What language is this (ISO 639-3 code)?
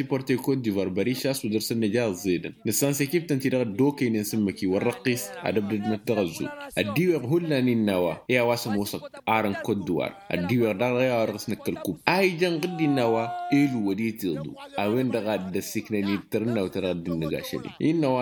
taq